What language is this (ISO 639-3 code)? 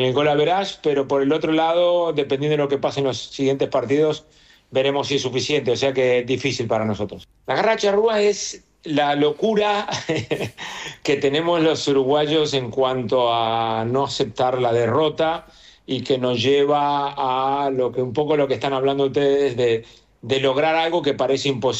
spa